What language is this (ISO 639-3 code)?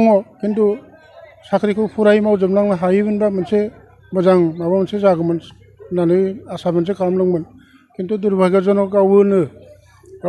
brx